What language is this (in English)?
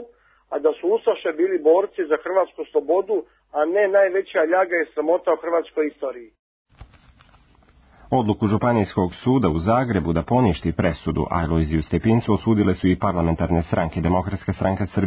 Serbian